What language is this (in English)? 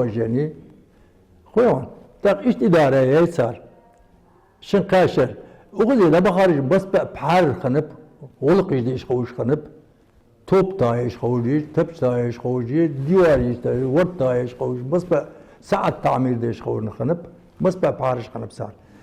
Ingush